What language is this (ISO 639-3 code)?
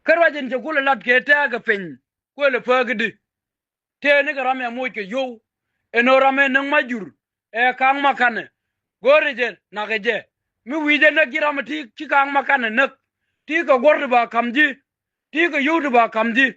nus